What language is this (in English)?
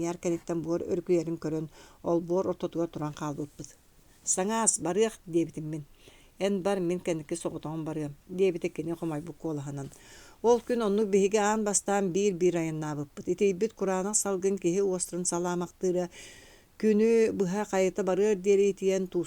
Yakut